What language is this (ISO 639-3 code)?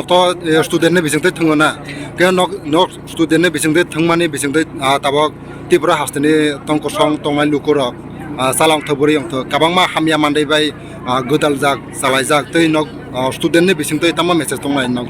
trp